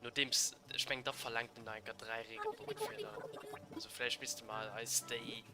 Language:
Luxembourgish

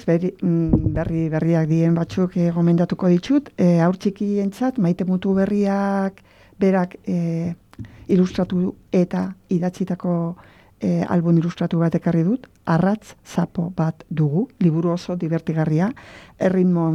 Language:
Basque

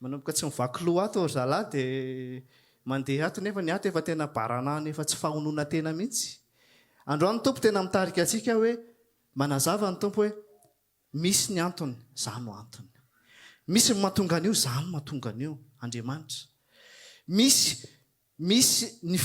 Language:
Malagasy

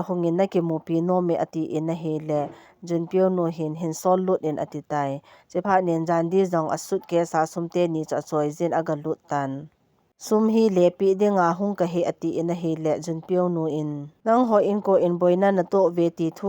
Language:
Thado Chin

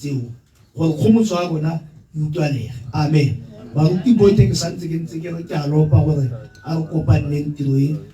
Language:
Tswana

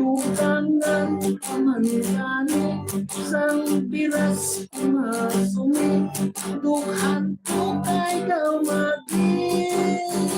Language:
Hiligaynon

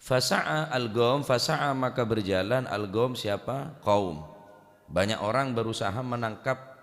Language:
Madurese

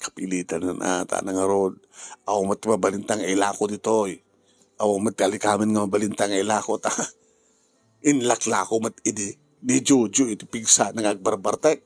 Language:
Iloko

